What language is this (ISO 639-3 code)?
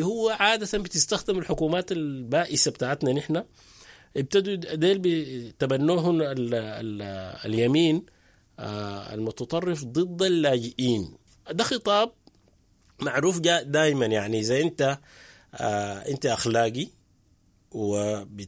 apd